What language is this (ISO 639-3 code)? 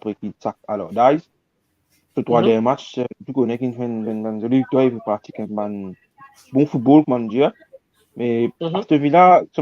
mfe